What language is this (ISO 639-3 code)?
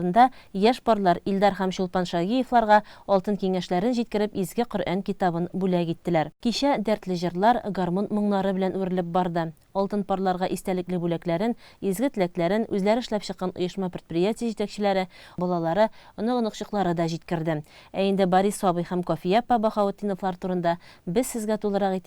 tat